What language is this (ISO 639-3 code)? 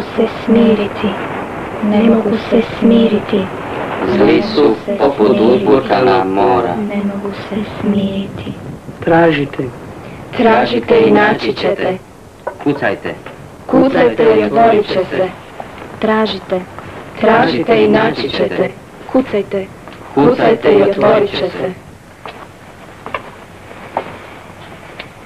hrv